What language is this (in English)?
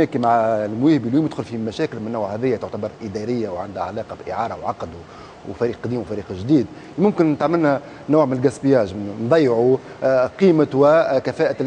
Tunisian Arabic